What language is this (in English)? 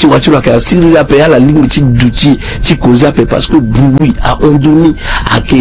Sango